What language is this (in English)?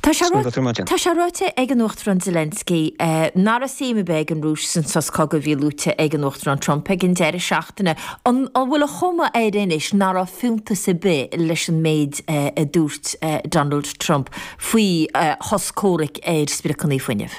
Irish